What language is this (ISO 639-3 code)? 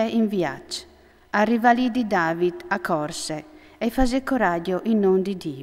fur